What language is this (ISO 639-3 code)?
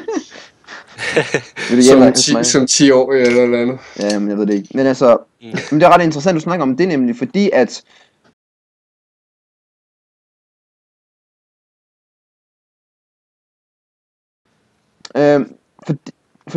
dan